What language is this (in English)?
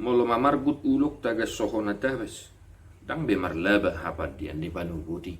Batak Toba